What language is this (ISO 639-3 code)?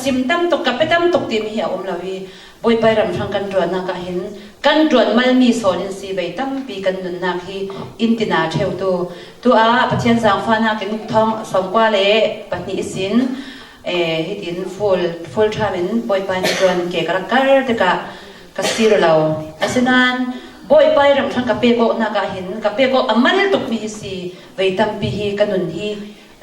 cfm